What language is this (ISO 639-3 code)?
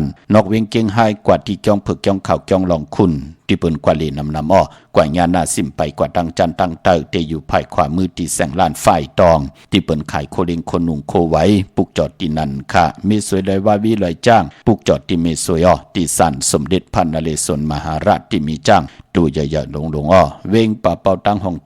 shn